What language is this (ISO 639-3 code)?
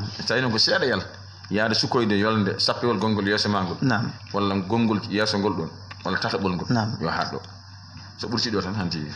ful